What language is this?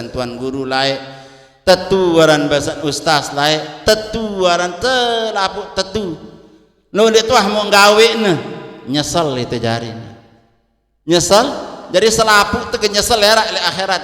Sasak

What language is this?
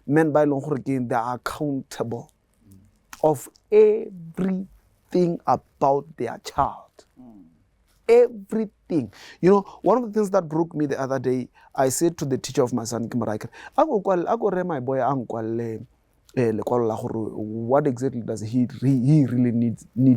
Tswana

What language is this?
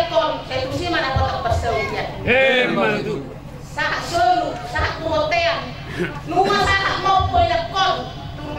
Batak Toba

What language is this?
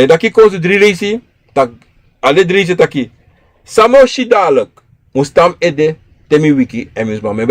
Sranan Tongo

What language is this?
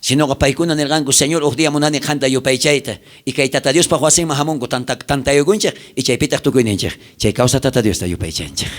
South Bolivian Quechua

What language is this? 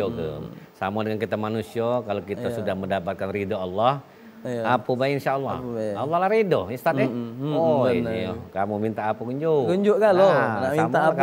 Musi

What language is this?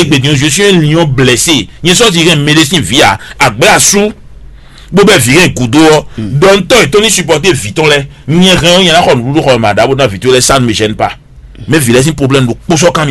Fon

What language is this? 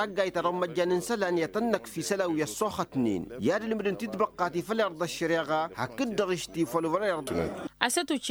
Tamasheq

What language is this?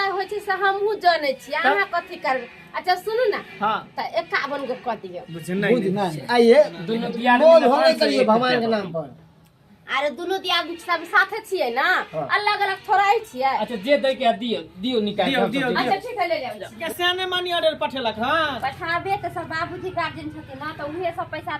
Maithili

